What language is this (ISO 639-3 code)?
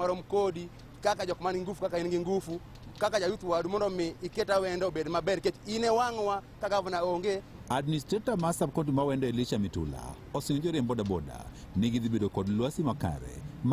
luo